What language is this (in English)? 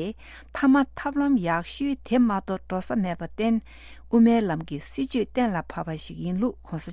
Tibetan